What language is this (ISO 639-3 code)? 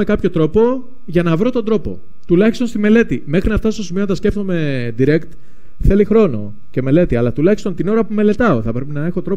ell